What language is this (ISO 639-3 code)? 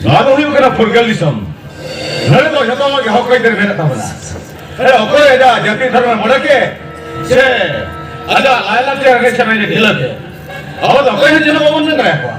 sat